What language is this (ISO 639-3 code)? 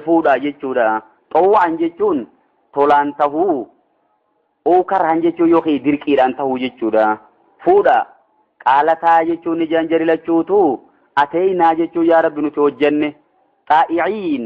orm